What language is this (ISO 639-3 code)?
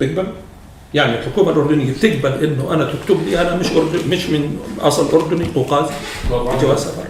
apc